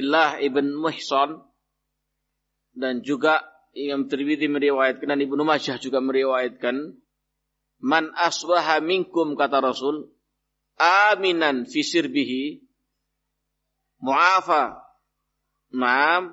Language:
Indonesian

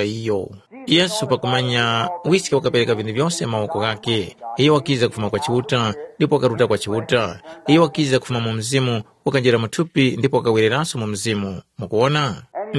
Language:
Tumbuka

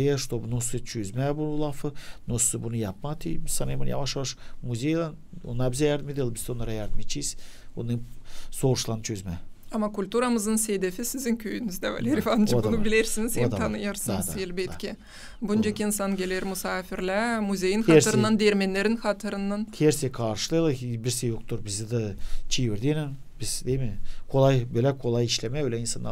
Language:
Gagauz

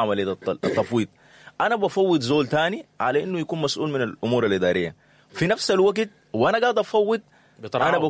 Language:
Sudanese Arabic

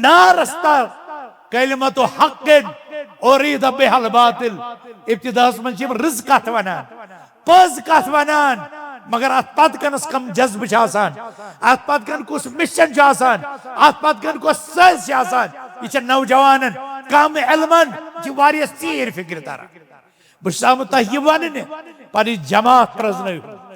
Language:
Kashmiri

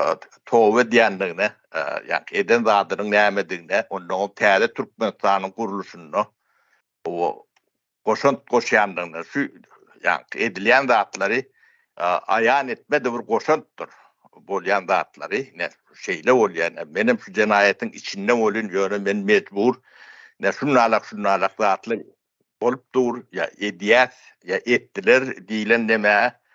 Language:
Turkmen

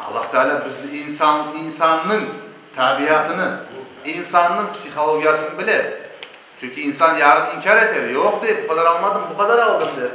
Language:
Crimean Tatar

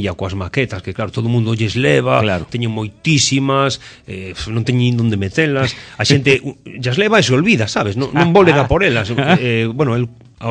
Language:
Galician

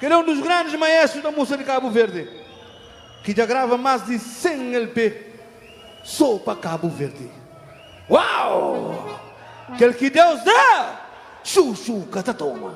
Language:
Kabuverdianu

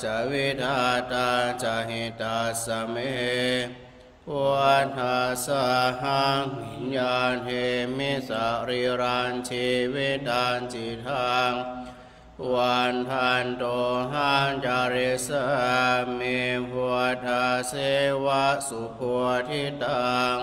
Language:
Pali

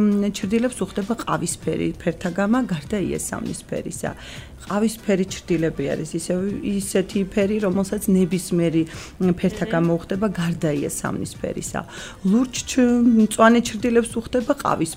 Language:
Georgian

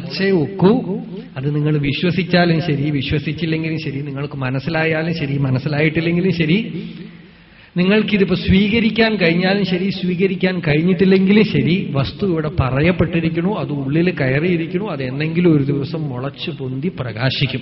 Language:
Malayalam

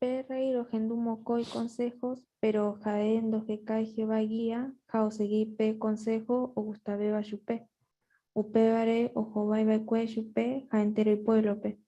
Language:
Guarani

